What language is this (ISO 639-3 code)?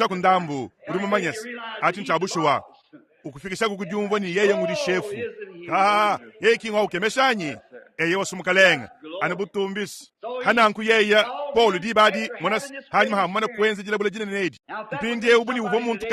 lua